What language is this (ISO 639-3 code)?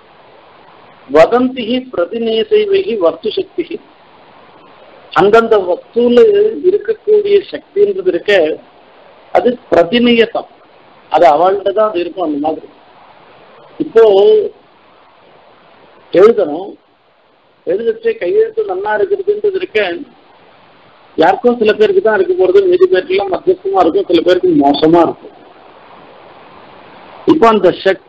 tam